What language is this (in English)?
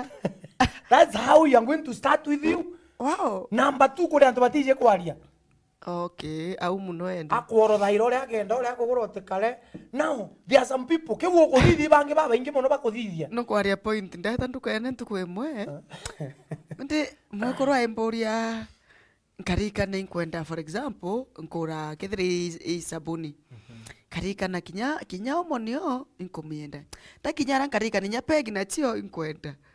Meru